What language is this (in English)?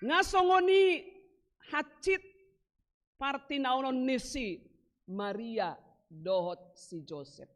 Batak Toba